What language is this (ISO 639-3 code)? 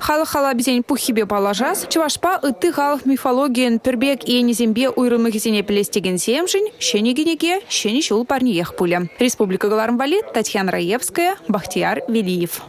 chv